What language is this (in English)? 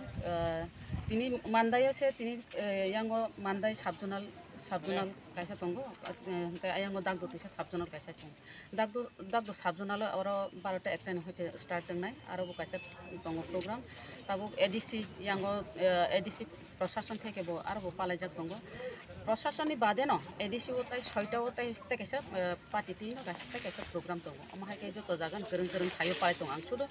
Kok Borok